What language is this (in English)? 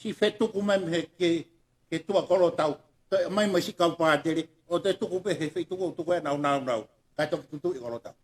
Tongan